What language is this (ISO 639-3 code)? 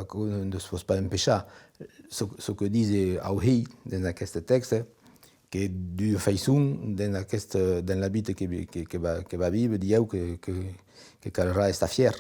oci